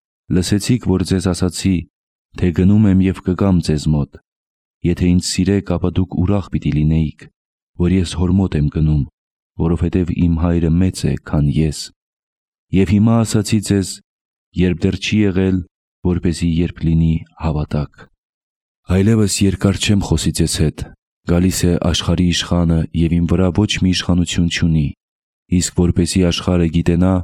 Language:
Armenian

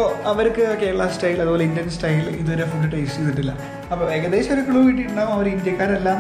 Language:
Malayalam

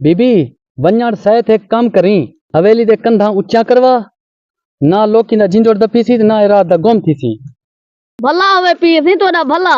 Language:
Saraiki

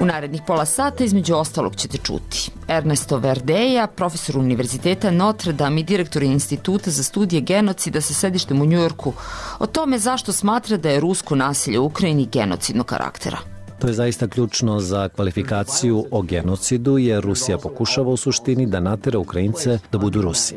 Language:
Serbian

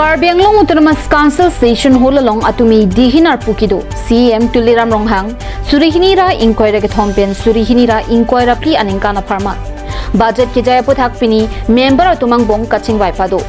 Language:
Karbi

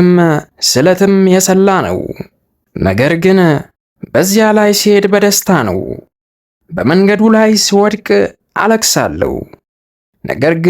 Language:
Amharic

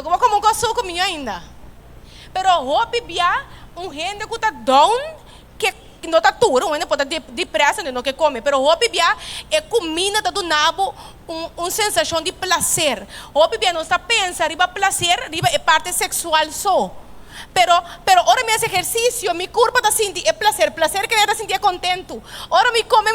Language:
Papiamento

